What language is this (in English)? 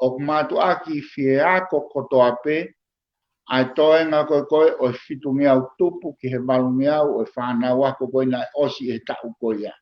Tongan